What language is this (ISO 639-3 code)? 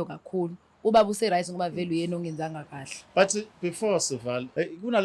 zul